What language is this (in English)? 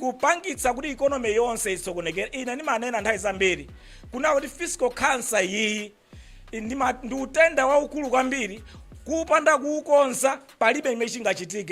Nyanja